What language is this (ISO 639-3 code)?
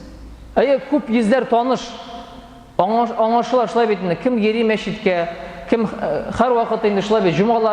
tat